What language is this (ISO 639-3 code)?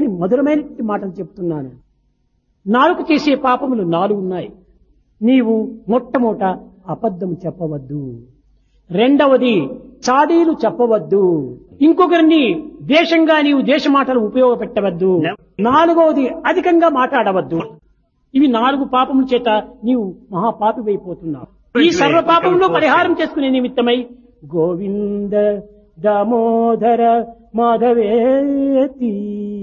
tel